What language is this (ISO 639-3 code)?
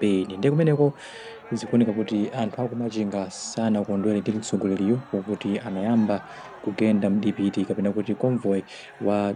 nya